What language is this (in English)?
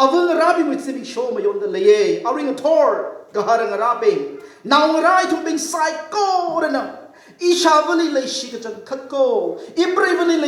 Tangkhul Naga (India)